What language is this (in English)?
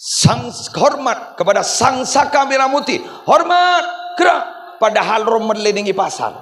Madurese